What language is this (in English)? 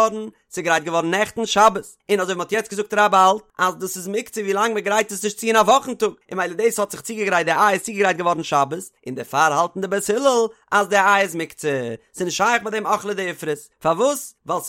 Yiddish